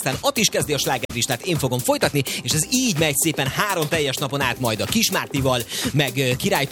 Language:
Hungarian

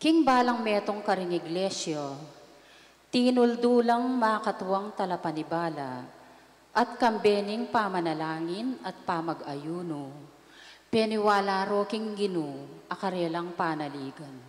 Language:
Pampanga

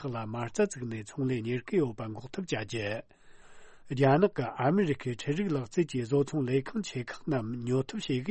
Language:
Tibetan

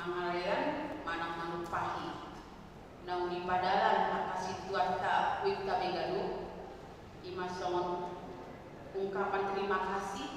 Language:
Batak Toba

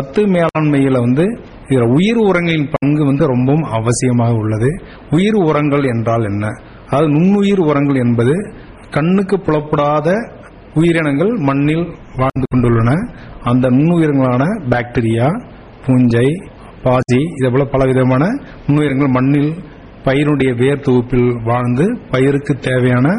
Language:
Tamil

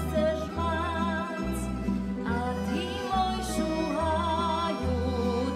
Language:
Rusyn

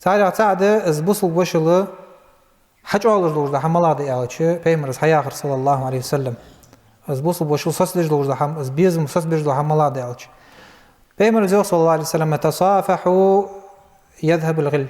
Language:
Ingush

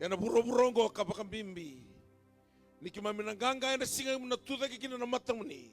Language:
Fijian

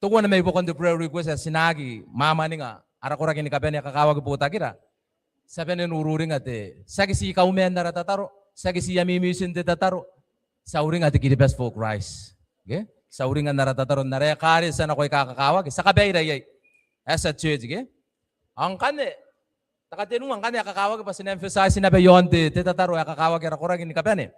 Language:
Gilbertese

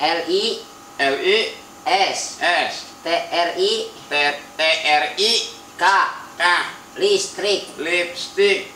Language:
Betawi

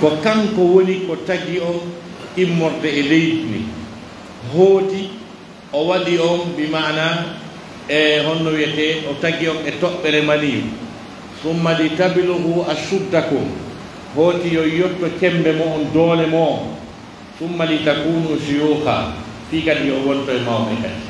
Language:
Pular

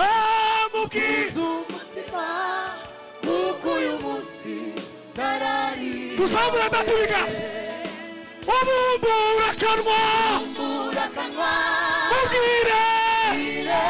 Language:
Kinyarwanda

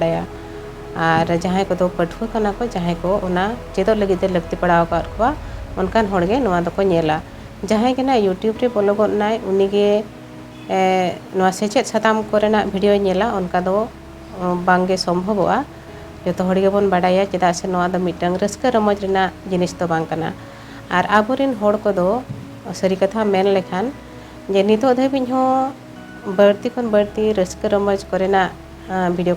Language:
Santali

